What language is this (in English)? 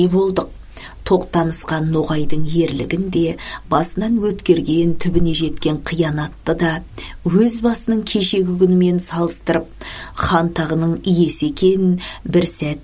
Kazakh